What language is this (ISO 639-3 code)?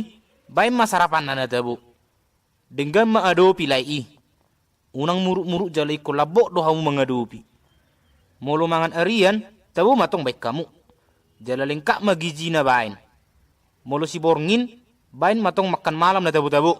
bbc